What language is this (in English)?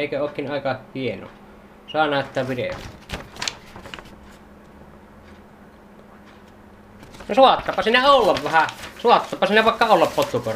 Finnish